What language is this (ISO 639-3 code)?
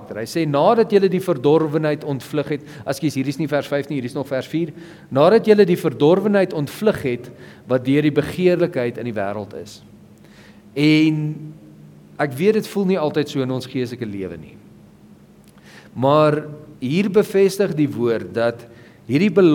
afr